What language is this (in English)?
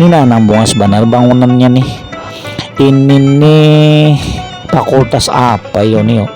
Banjar